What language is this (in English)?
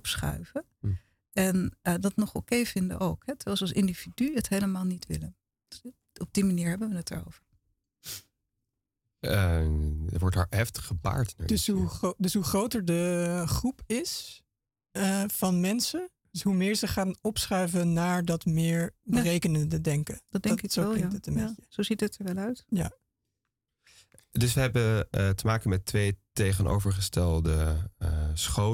Dutch